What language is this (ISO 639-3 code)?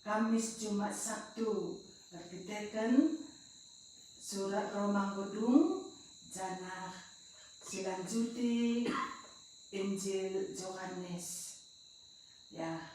btx